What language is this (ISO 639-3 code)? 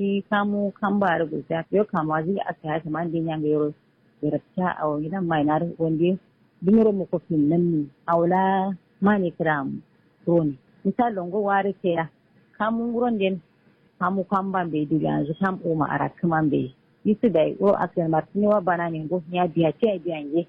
kau